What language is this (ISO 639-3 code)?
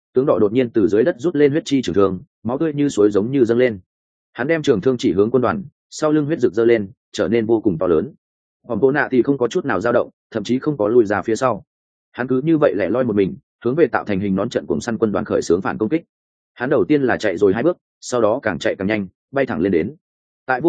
vie